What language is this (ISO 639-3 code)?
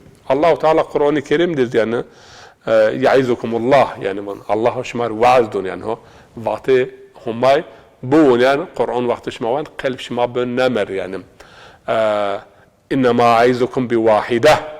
zza